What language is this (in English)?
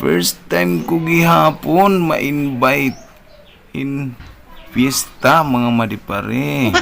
Waray